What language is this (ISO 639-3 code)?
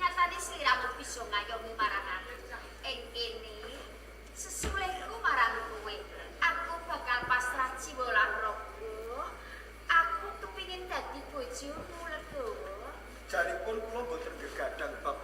jav